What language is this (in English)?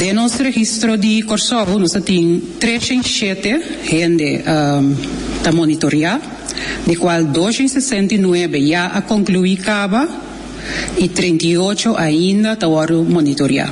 Papiamento